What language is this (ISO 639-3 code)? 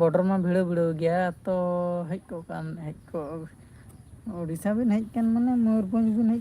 sat